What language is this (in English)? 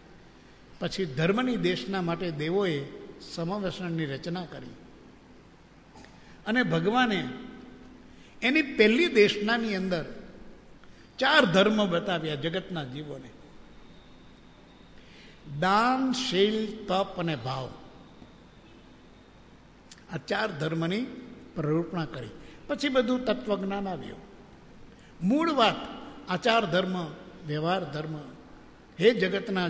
Gujarati